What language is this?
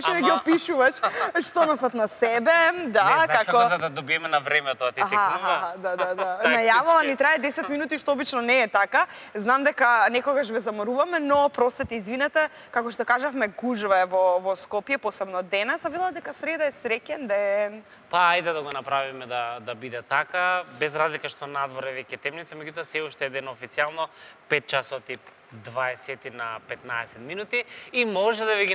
Macedonian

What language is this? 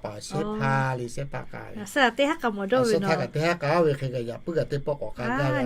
Lahu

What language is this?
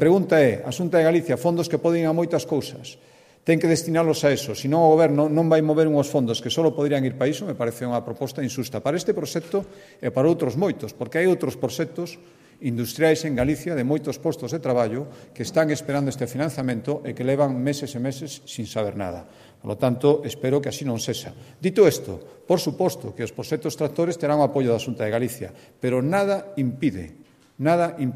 Galician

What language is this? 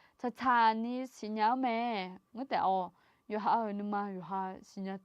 Akha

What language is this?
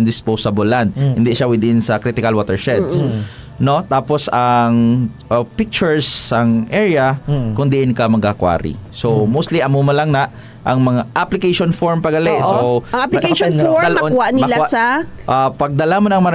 Hiligaynon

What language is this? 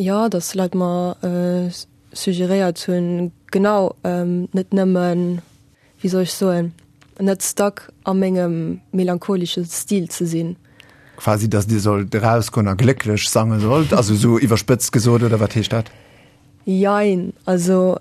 Luxembourgish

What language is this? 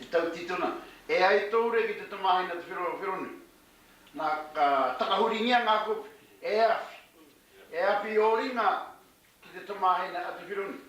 Māori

